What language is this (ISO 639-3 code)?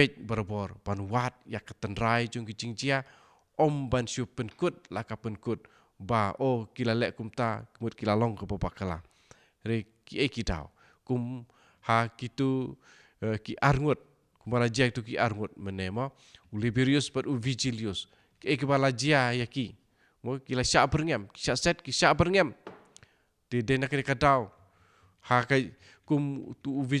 kha